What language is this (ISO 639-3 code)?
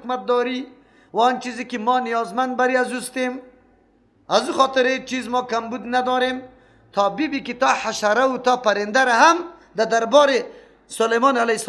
fas